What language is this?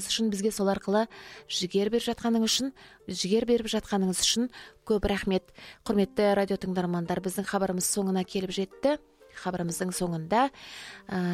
Kazakh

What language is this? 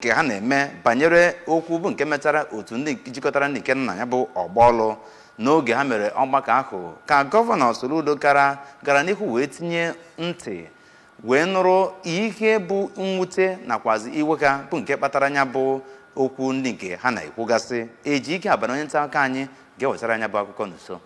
Igbo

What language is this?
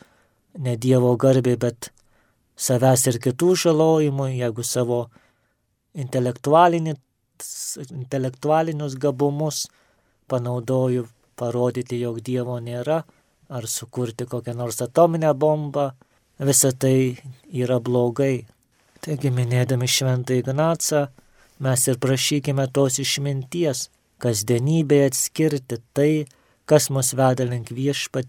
Lithuanian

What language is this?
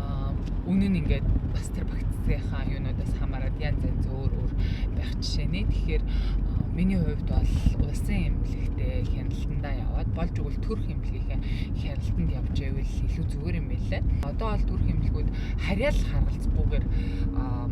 Mongolian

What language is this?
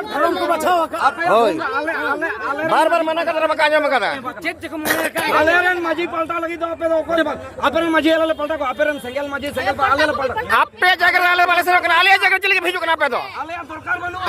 Santali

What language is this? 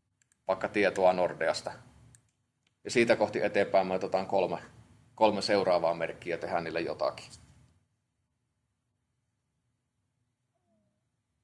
Finnish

